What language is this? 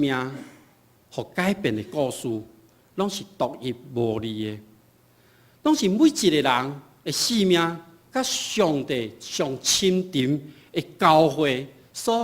Min Nan Chinese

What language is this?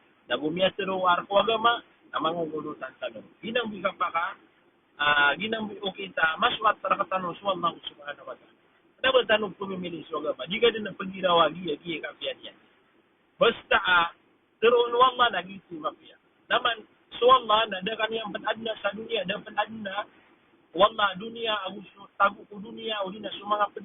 Maranao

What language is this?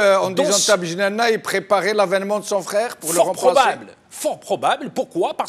French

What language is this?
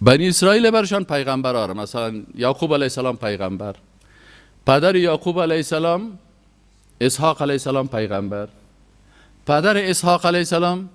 Persian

